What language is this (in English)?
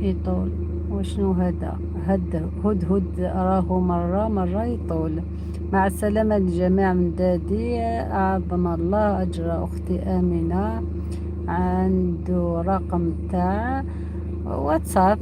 Algerian Arabic